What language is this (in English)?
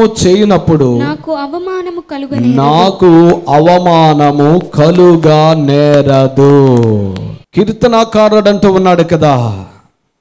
Telugu